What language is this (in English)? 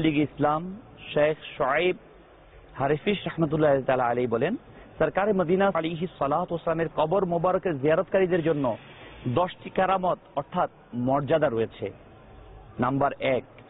Bangla